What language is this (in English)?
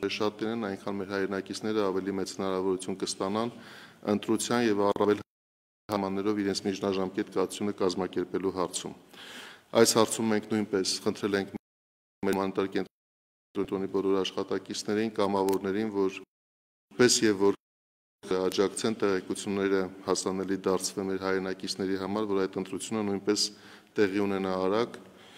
Armenian